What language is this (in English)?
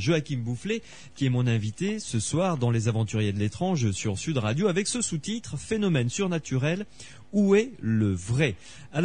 French